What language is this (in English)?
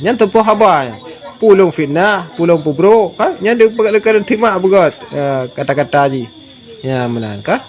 Achinese